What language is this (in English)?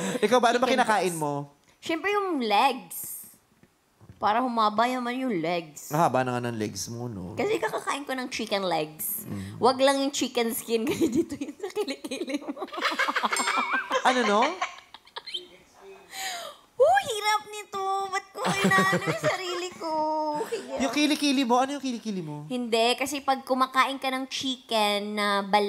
Filipino